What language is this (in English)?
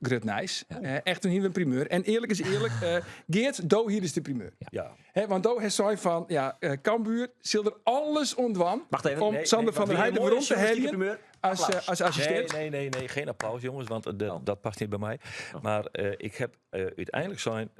Western Frisian